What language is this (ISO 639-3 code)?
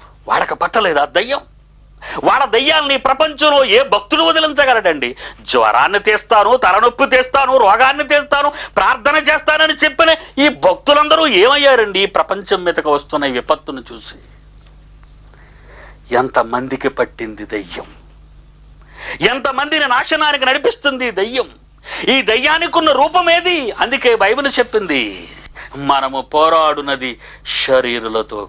tel